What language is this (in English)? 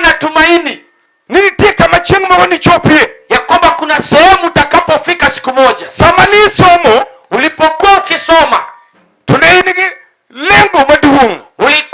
Luo (Kenya and Tanzania)